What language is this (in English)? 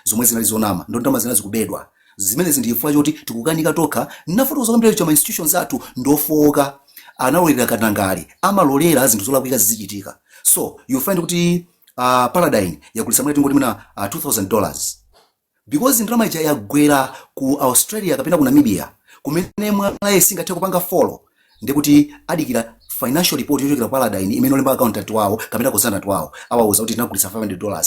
Nyanja